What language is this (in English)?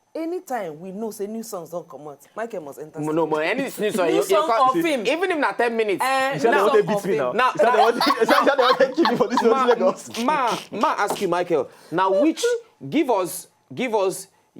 Nigerian Pidgin